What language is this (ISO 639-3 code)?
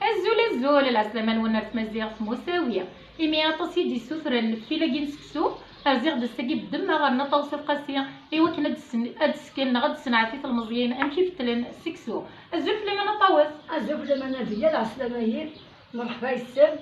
kab